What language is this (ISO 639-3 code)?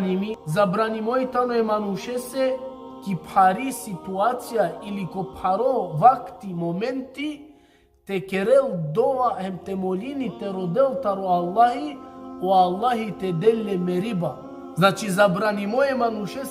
rmn